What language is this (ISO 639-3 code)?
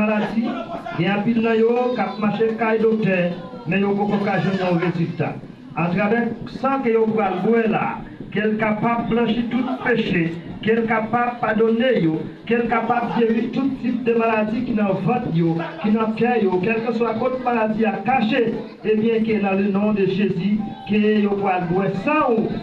hat